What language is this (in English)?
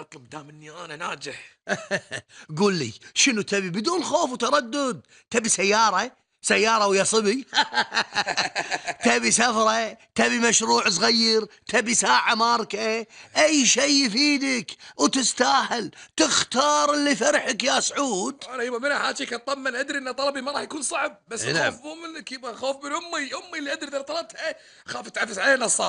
Gulf Arabic